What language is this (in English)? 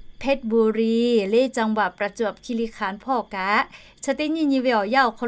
Lahu